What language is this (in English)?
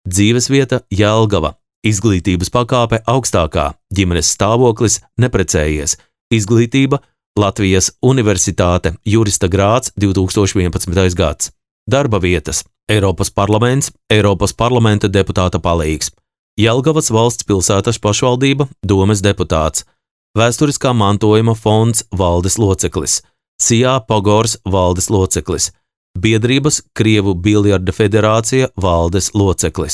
Latvian